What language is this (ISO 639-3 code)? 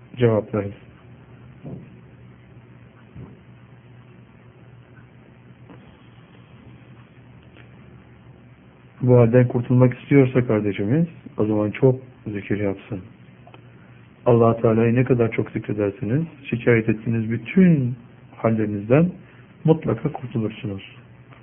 tur